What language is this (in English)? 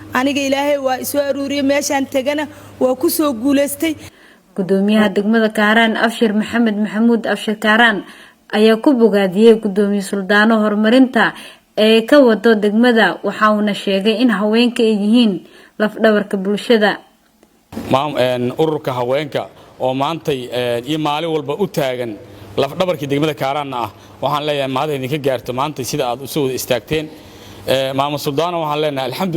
Somali